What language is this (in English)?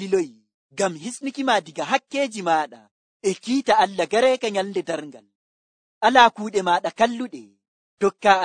Nigerian Fulfulde